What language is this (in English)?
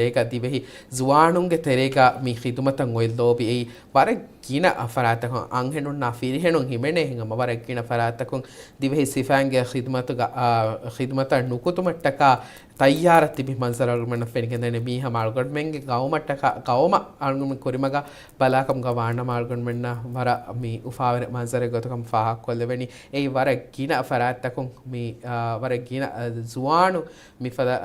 Divehi